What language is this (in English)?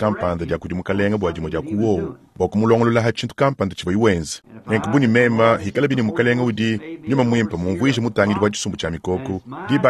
Luba-Lulua